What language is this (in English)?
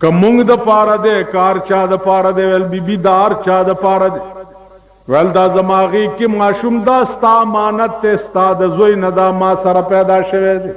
Pashto